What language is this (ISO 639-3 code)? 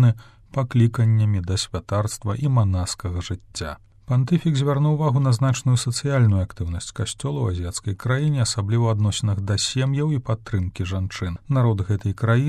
bel